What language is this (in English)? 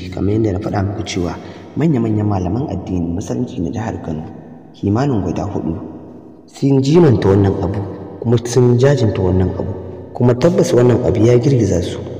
Hausa